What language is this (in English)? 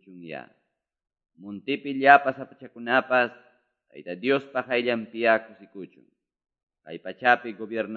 Ayacucho Quechua